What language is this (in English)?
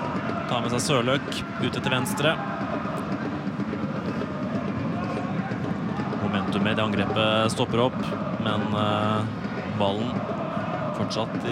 Norwegian